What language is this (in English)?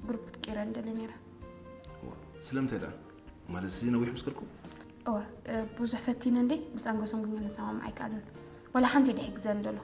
Tigrinya